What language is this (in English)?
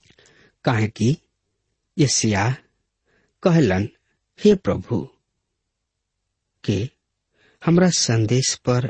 Bhojpuri